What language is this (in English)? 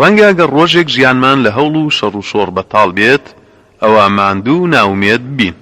Central Kurdish